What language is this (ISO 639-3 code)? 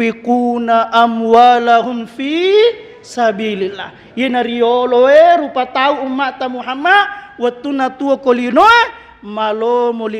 bug